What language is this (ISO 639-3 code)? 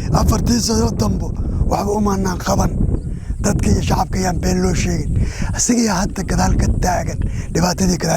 som